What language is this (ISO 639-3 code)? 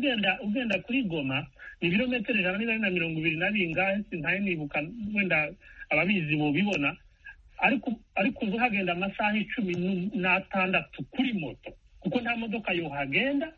kin